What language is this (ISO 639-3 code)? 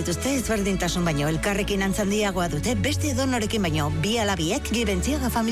eus